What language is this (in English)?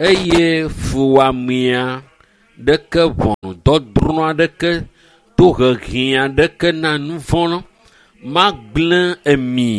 Ewe